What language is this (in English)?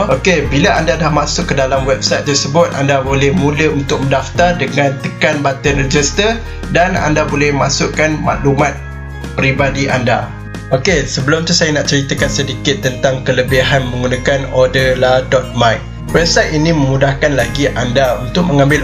Malay